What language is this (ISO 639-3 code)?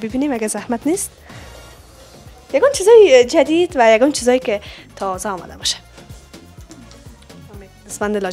fas